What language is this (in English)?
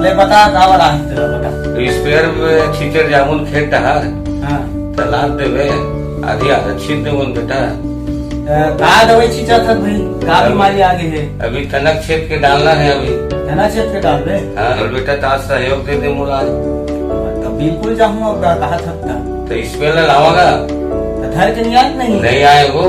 Chhattisgarhi